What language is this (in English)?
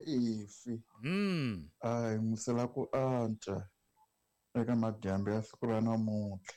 Tsonga